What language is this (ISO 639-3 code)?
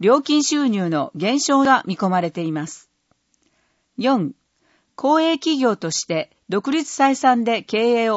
jpn